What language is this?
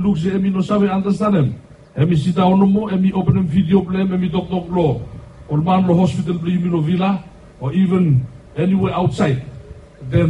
Bislama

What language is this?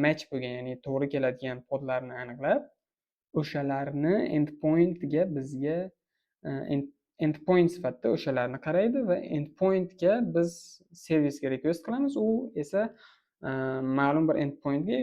Uzbek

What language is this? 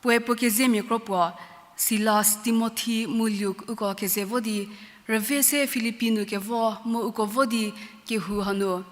Angami Naga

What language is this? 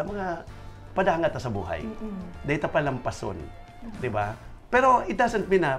Bikol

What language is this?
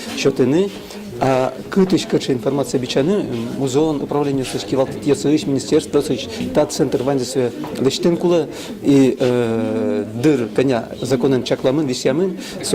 Udmurt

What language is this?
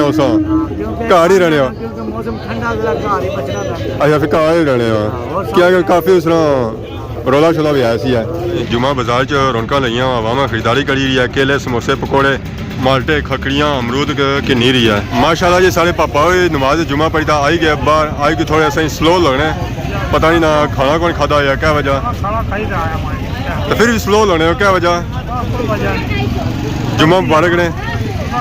Pahari-Potwari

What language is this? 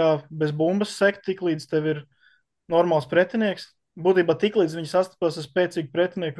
Latvian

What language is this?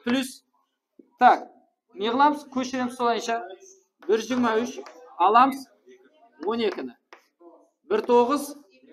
Kara-Kalpak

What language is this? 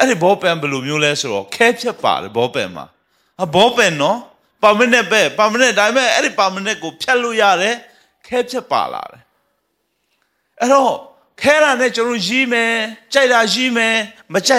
Burmese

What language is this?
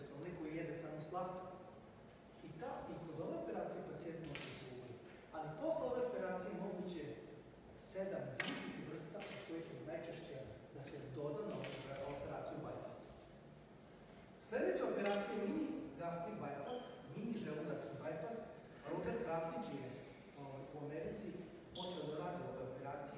Serbian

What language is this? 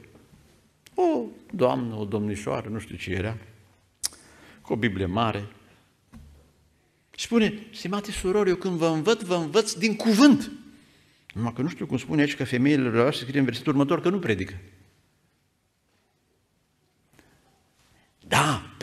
Romanian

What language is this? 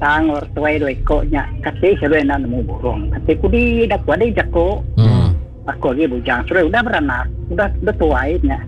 Iban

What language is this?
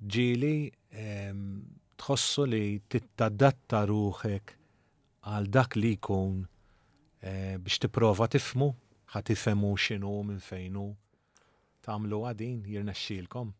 Maltese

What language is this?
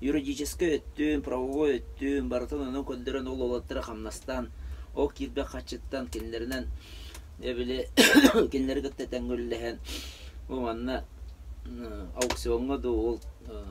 Yakut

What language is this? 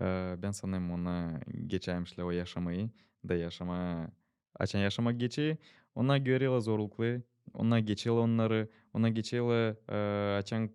Gagauz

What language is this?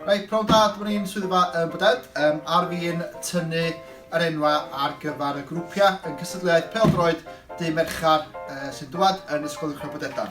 Welsh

